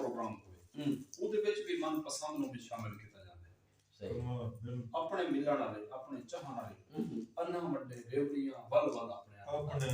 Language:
Saraiki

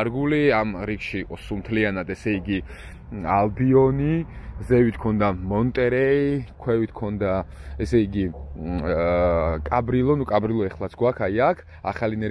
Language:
Georgian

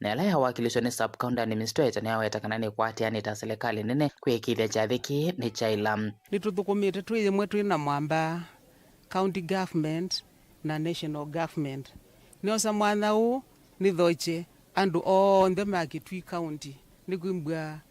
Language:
Kamba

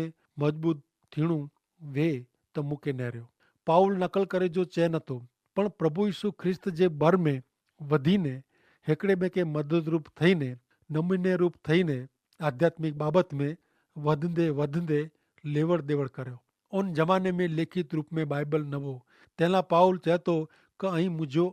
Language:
Kachhi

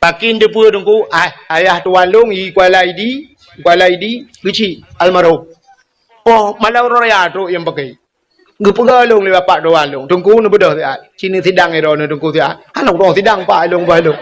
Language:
Achinese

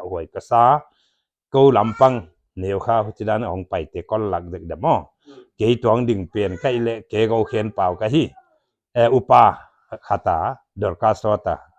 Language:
Paite Chin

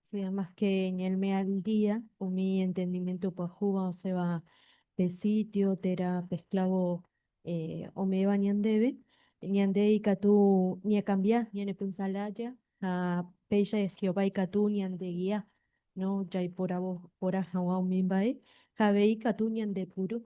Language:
Guarani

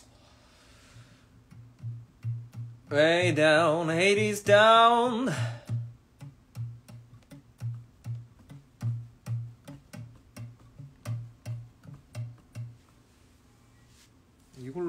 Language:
Korean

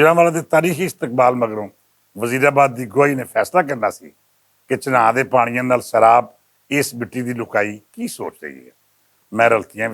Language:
Western Panjabi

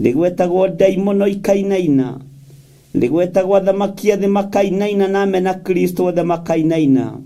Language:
Kikuyu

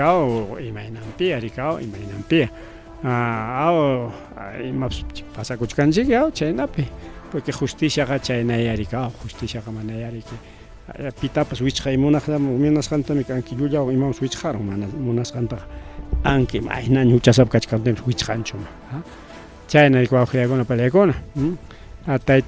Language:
Ayacucho Quechua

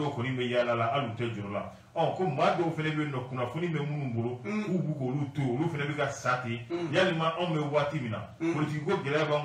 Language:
Bambara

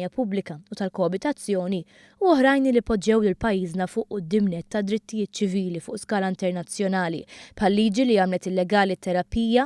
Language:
Maltese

